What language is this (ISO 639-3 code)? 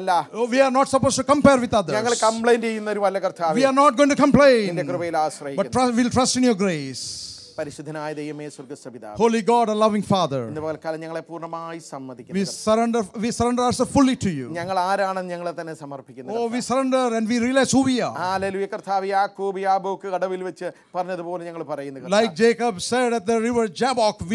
mal